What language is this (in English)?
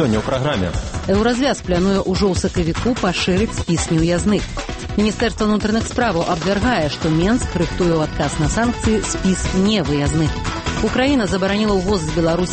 Belarusian